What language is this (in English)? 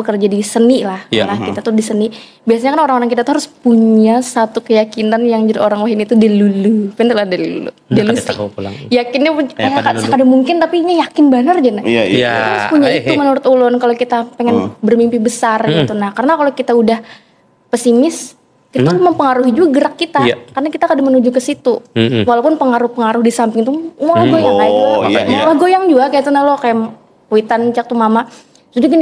Banjar